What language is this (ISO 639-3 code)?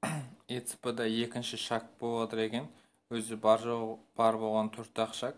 kaz